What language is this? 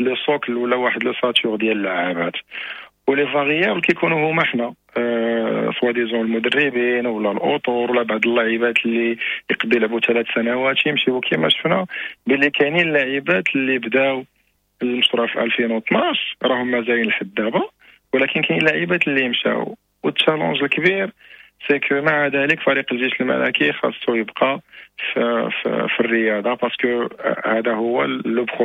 Moroccan Arabic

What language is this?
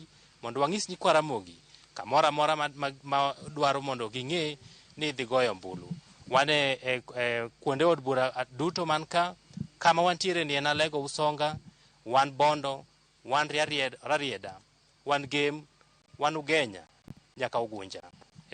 Luo (Kenya and Tanzania)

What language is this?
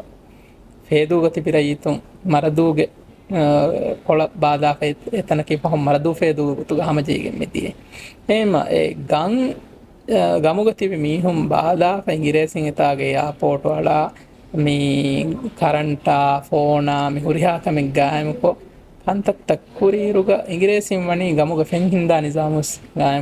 Divehi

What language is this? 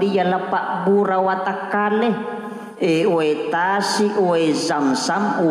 Buginese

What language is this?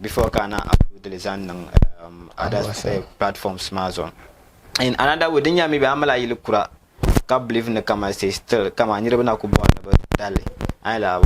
Dagbani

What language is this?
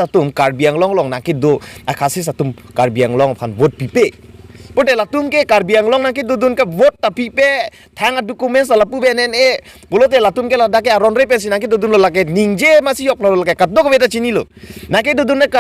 Karbi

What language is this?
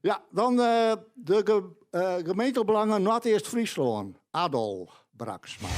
Western Frisian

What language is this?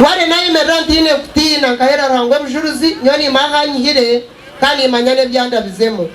Nyankole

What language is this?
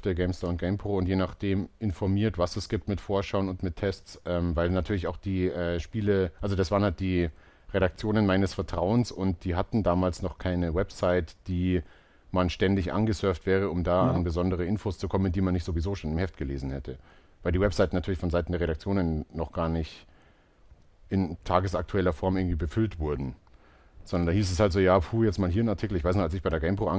German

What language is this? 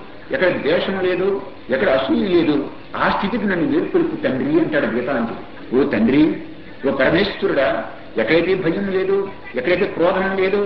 Telugu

